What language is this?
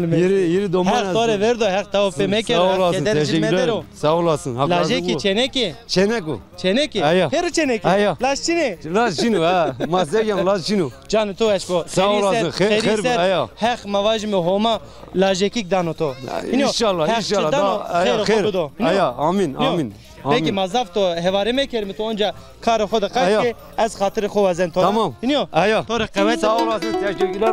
Zaza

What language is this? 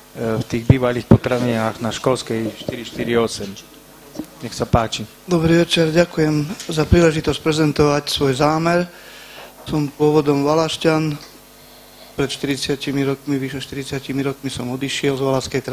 Slovak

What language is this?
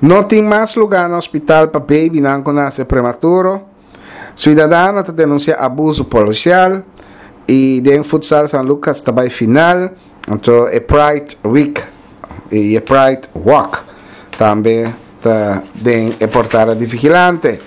Papiamento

